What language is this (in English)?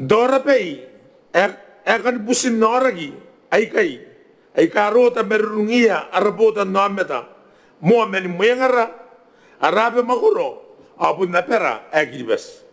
Gilbertese